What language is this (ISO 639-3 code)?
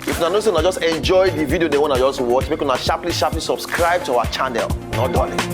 pcm